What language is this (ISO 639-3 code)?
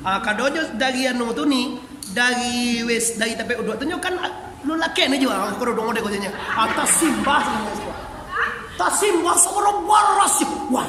min